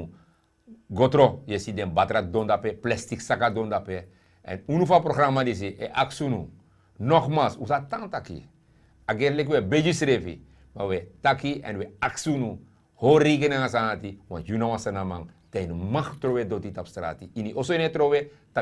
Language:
Sranan Tongo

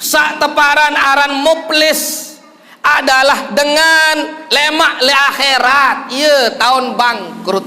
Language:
Sasak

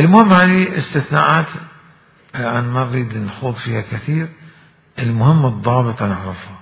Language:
Mesopotamian Arabic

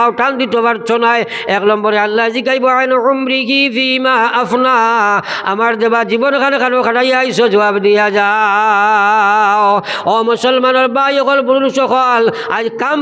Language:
Sylheti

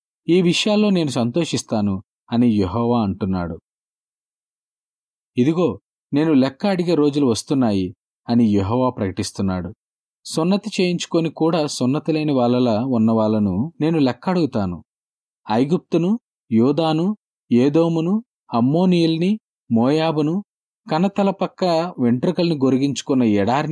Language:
Telugu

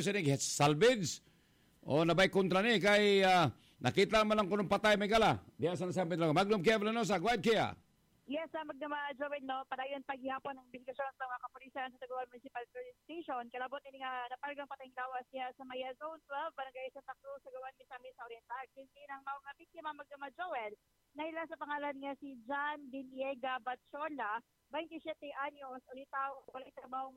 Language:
Cebuano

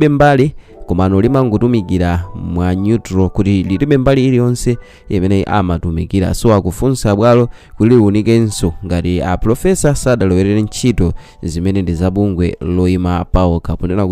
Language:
Nyanja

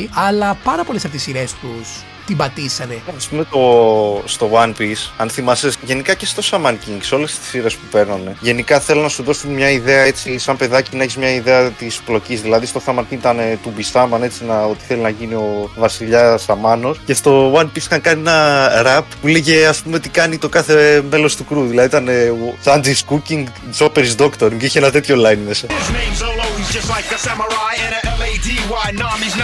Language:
Greek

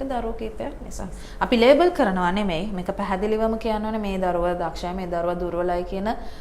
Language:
Sinhala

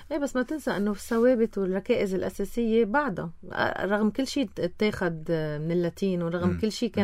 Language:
North Levantine Arabic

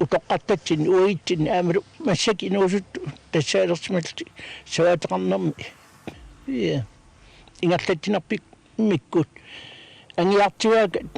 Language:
Kalaallisut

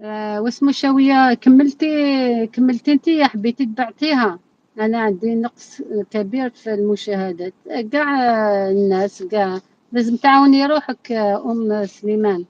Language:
Algerian Arabic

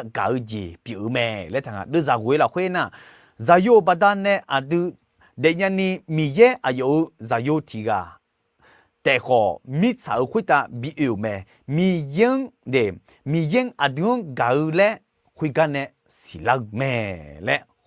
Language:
Akha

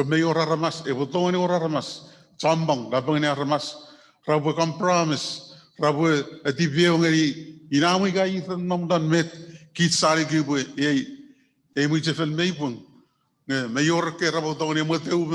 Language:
Chuukese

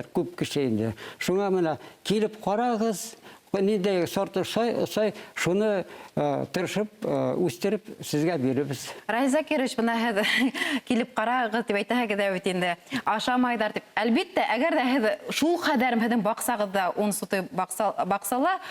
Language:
Bashkir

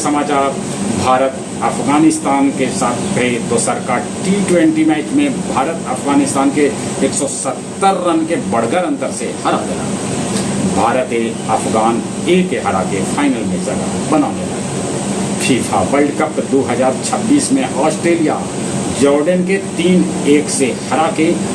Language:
Magahi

